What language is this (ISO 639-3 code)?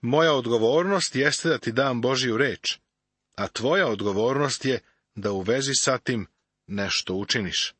srp